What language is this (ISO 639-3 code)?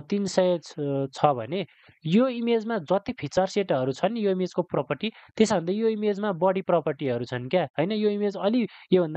nep